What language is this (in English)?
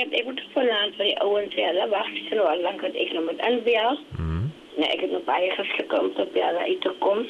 Afrikaans